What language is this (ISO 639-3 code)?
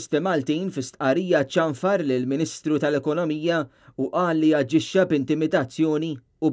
mlt